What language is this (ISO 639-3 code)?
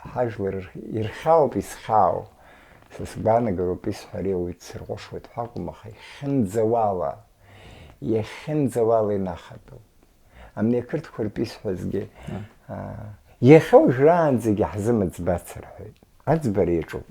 abk